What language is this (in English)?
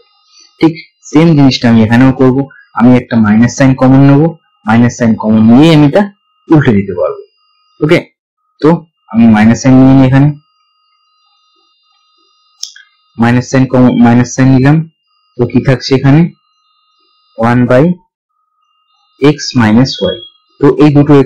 Bangla